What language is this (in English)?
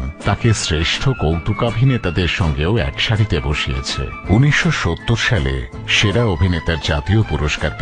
Bangla